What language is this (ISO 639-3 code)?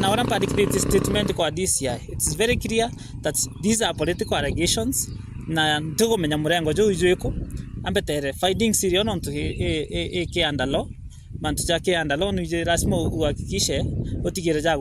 mer